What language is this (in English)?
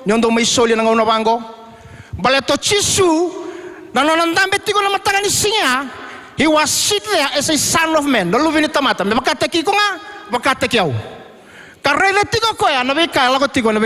Fijian